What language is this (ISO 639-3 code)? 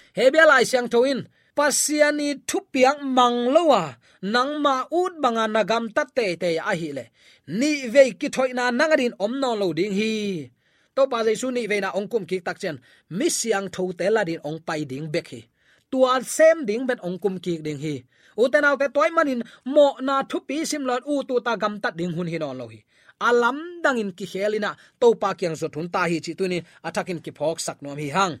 ctd